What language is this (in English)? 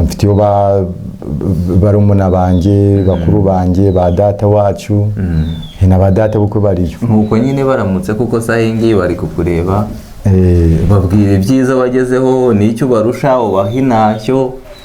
Kinyarwanda